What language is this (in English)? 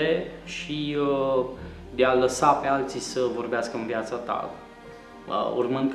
Romanian